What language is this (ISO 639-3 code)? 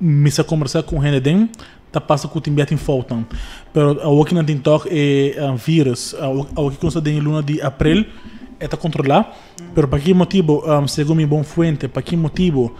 pap